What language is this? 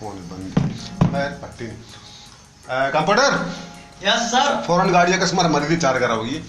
Baluchi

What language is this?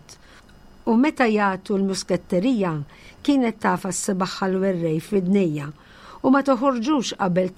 Maltese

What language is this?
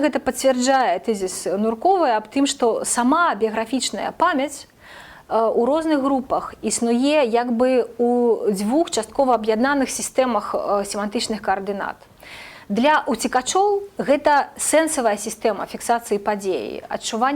Belarusian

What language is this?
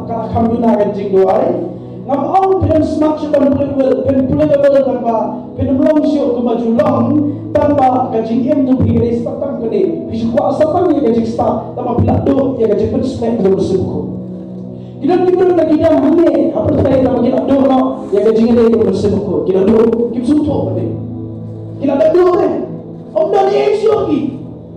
Khasi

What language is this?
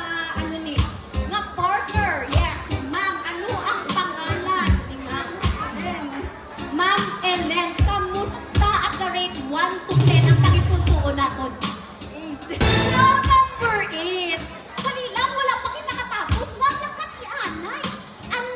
Hiligaynon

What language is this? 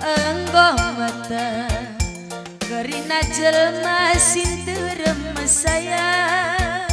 Batak Karo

